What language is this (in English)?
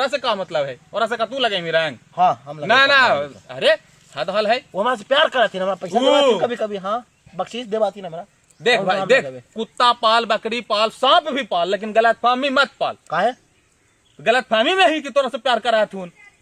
Magahi